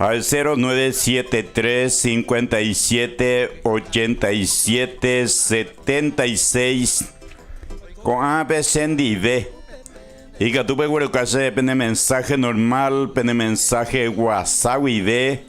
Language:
Guarani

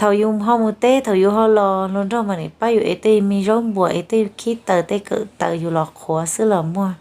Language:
Hmong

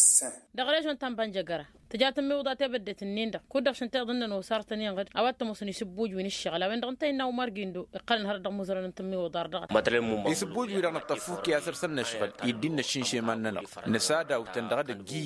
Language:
Tamasheq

